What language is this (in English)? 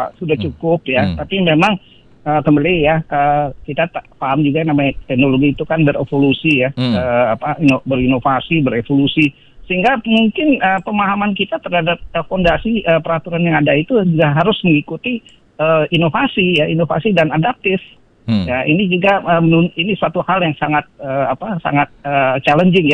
Indonesian